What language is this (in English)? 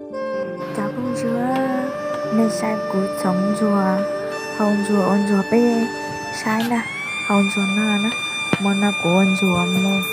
Hmong